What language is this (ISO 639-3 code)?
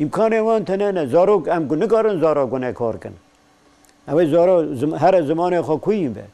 kur